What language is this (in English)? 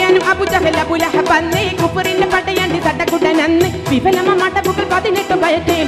Malayalam